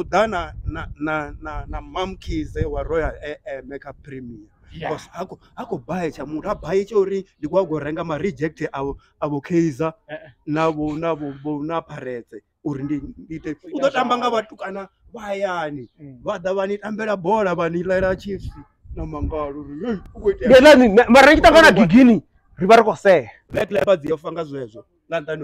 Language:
Venda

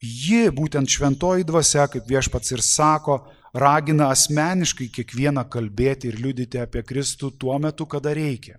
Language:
Lithuanian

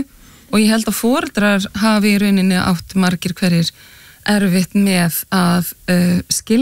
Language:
Icelandic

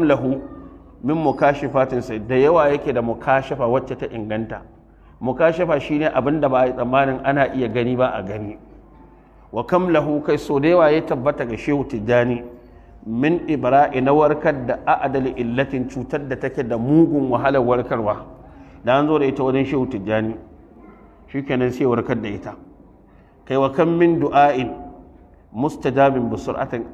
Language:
Hausa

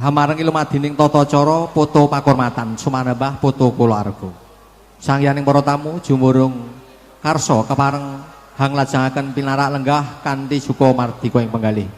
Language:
Javanese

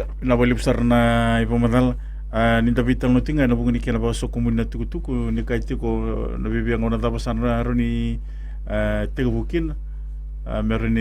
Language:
Fijian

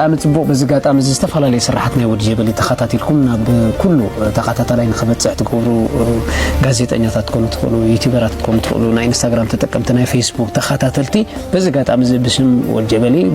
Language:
Tigrinya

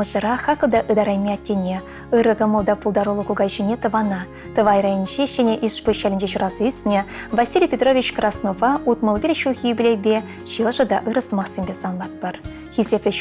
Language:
Chuvash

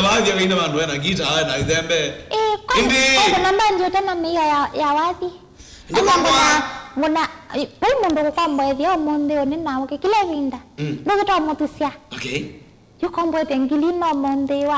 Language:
Kamba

